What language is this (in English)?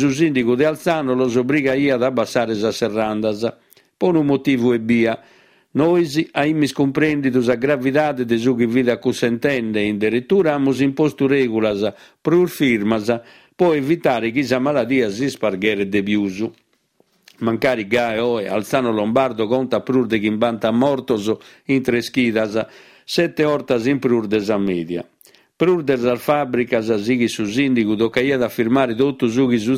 Sardinian